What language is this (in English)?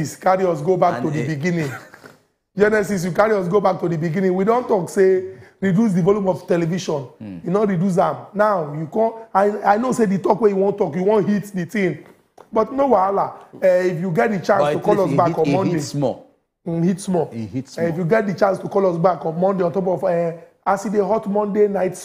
Nigerian Pidgin